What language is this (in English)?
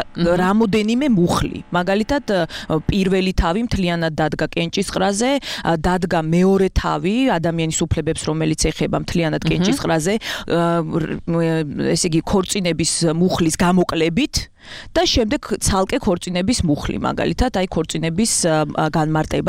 Georgian